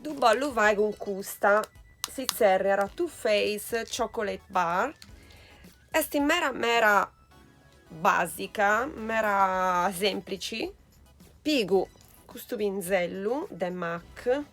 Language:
Sardinian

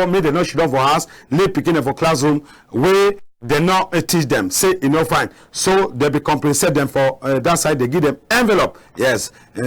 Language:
Cameroon Pidgin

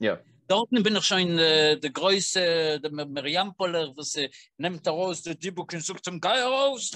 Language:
Yiddish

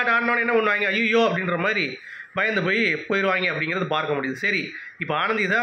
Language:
Tamil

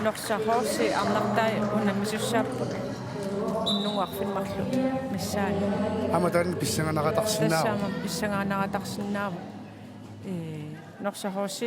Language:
Kalaallisut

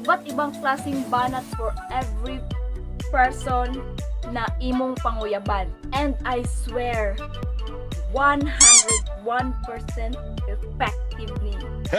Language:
Cebuano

